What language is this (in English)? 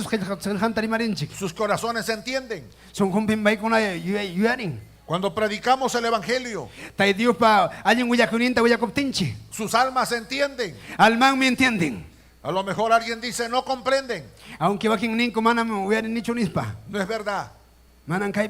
Ayacucho Quechua